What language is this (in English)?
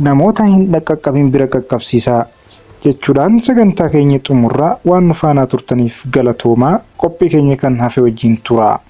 Oromo